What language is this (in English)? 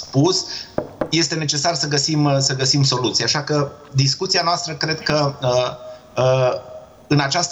Romanian